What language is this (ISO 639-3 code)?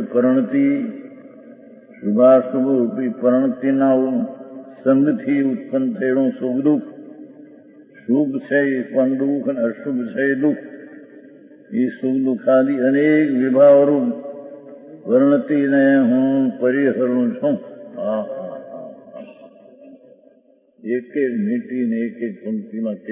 guj